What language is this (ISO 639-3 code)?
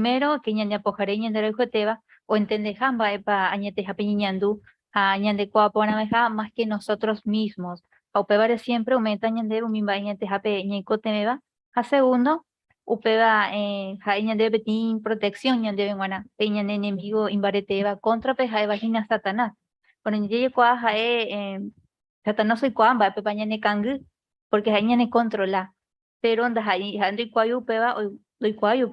grn